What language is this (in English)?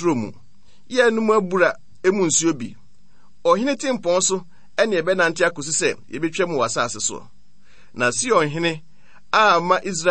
Akan